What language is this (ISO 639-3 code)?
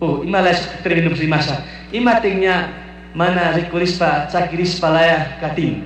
qug